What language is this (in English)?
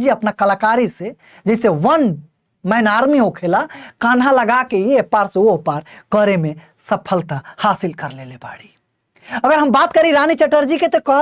Bhojpuri